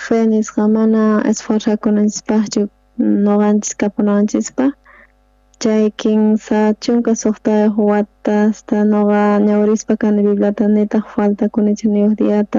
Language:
South Bolivian Quechua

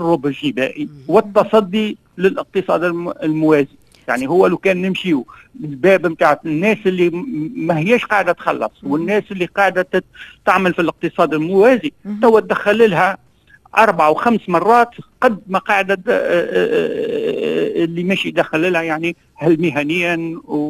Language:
Tunisian Arabic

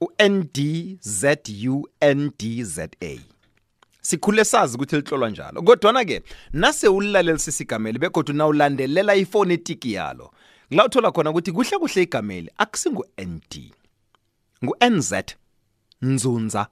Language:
South Ndebele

